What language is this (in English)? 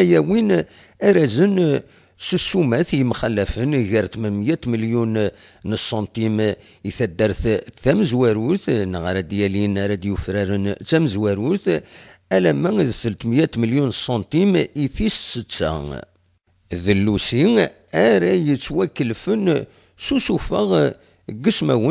Kabyle